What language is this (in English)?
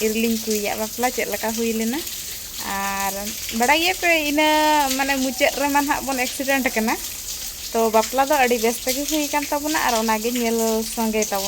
Santali